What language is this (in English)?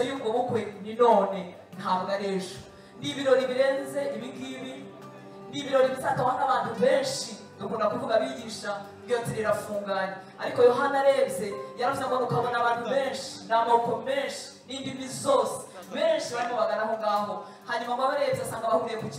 Kinyarwanda